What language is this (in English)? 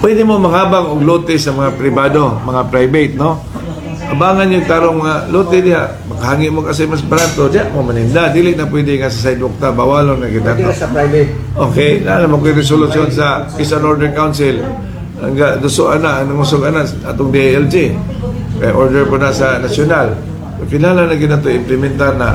Cebuano